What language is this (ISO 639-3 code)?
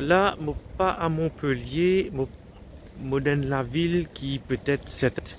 mfe